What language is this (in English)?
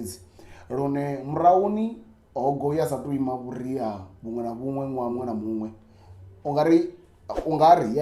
Venda